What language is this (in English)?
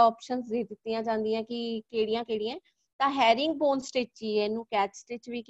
Punjabi